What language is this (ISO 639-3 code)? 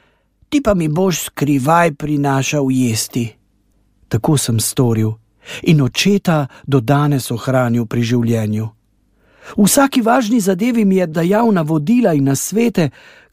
slv